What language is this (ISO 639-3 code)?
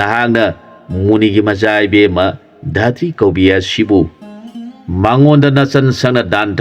mni